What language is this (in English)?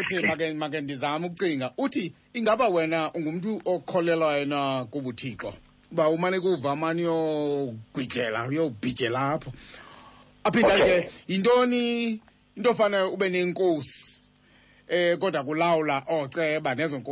Xhosa